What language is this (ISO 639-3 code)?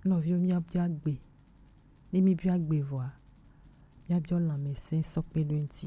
gej